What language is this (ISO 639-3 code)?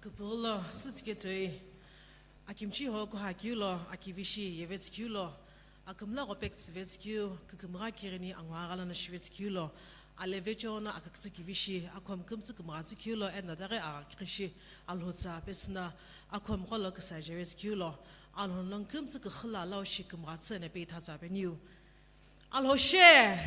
nsm